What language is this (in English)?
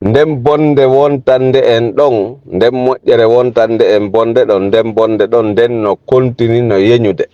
Fula